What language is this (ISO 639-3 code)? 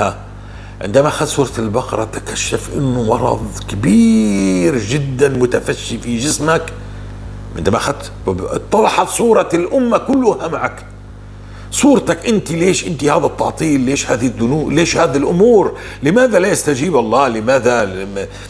apc